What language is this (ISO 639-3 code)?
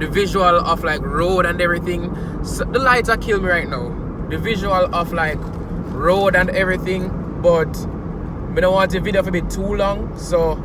jam